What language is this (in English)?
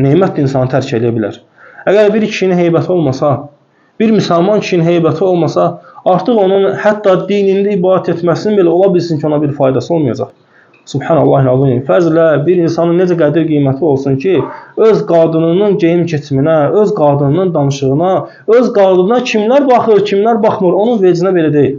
Azerbaijani